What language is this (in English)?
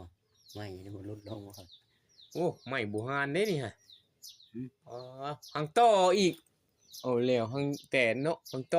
Northeastern Thai